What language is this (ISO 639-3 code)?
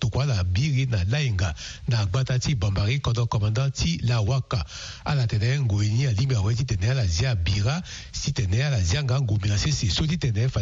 sag